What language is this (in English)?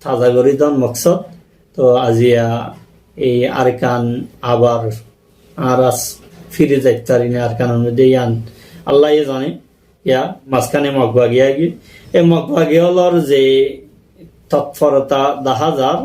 Rohingya